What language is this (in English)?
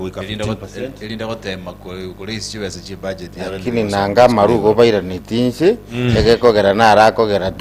Gusii